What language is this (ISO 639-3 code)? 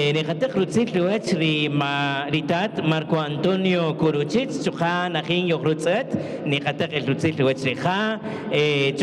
cak